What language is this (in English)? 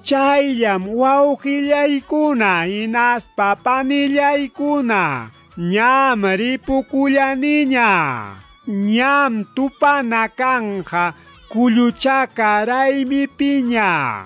Ayacucho Quechua